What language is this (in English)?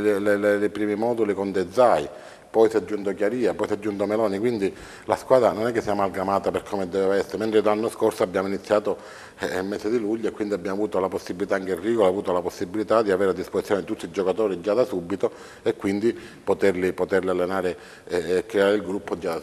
Italian